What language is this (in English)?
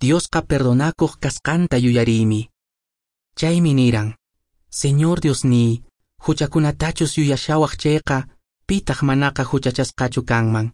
Quechua